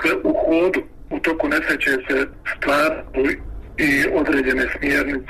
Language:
Bosnian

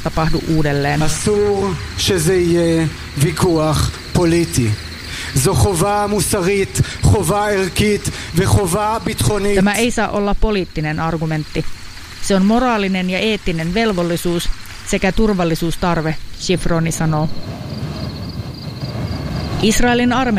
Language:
Finnish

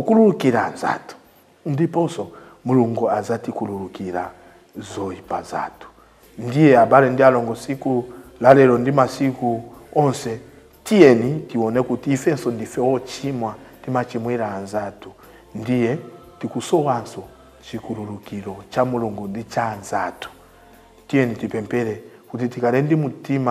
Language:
Nyanja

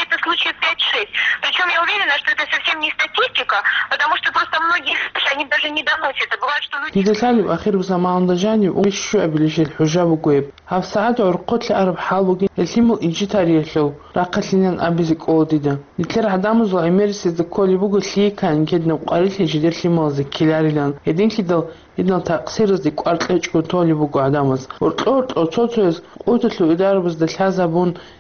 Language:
Avaric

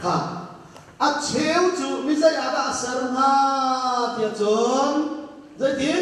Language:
Hakha Chin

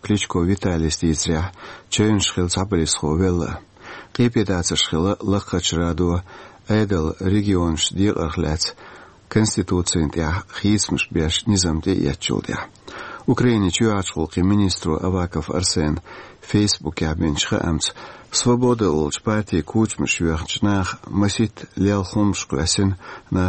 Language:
Chechen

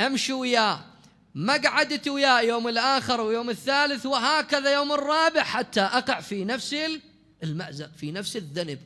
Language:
Mesopotamian Arabic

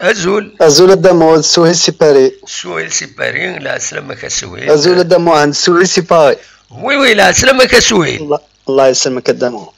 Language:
Kabyle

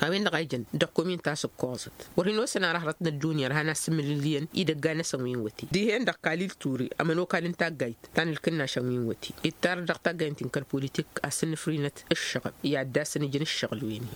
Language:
Tamasheq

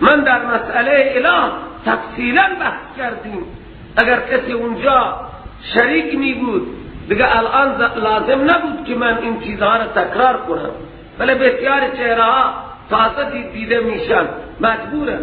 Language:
Persian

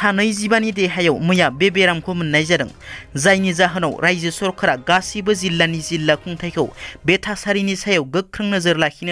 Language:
Bodo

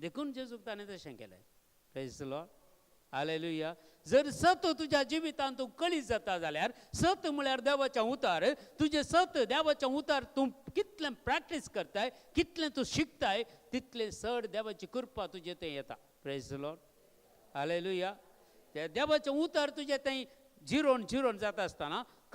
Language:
Konkani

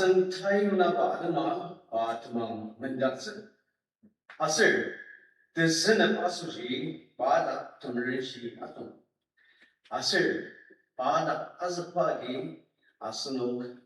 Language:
Ao Naga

